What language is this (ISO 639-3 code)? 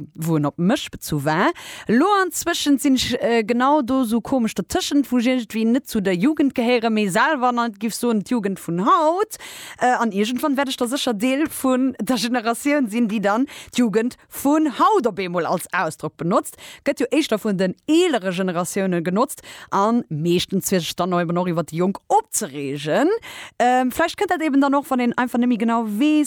ltz